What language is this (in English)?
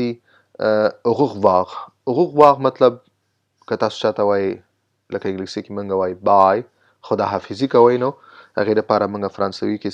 Pashto